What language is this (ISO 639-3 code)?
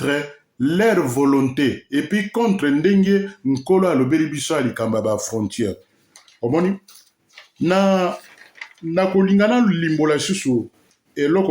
lin